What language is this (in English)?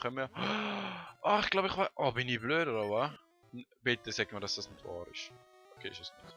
Swiss German